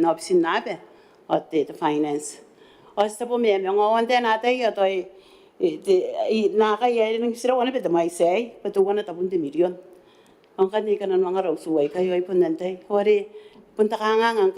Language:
Gilbertese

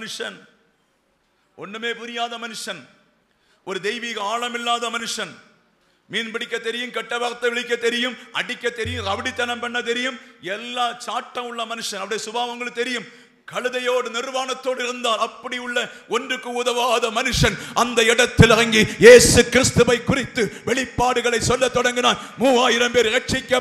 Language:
Tamil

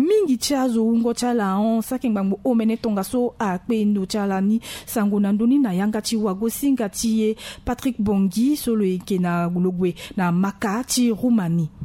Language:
Sango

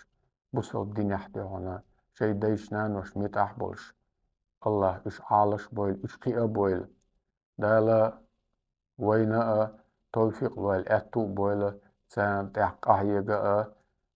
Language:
Chechen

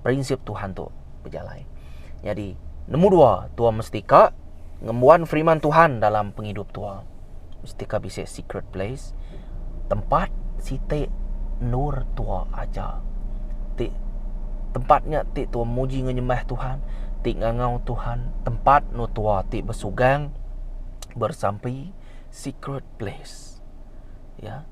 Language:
Iban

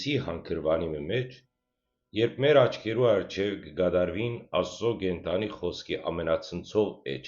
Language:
Western Armenian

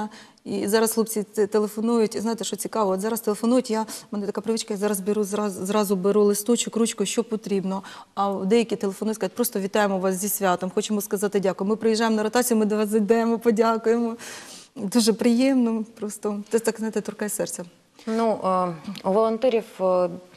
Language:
Ukrainian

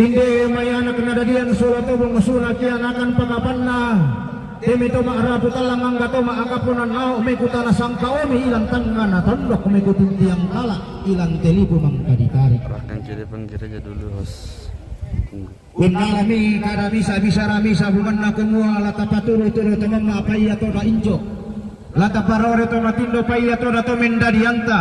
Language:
Toraja-Sa'dan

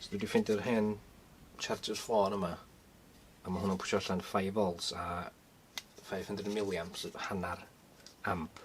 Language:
Welsh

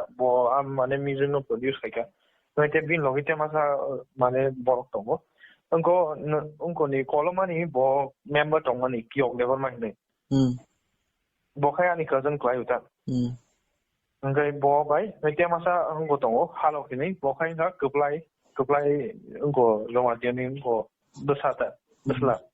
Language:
Kok Borok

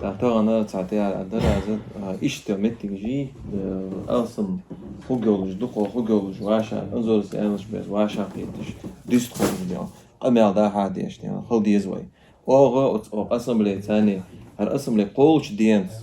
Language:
Chechen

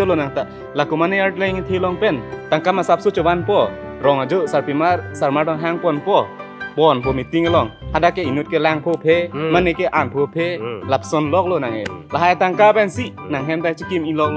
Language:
Karbi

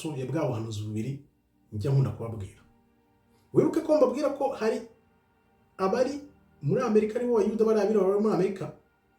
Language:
Kinyarwanda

